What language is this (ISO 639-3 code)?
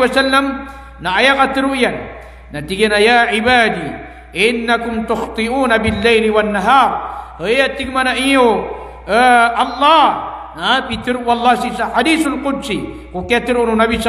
mrw